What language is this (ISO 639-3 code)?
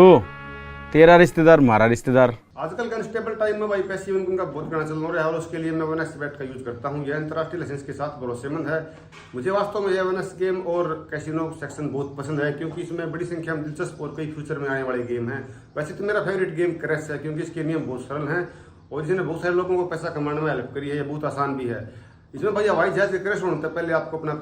bgc